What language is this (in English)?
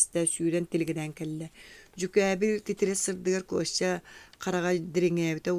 Yakut